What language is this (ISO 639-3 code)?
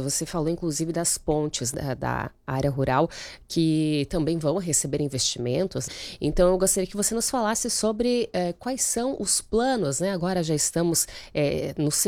por